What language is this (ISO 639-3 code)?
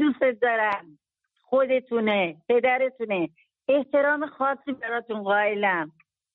fas